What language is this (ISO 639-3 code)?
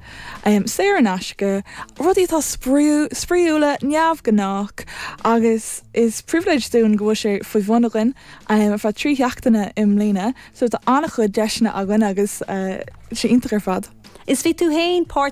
gle